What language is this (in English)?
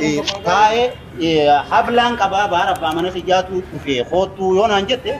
Oromo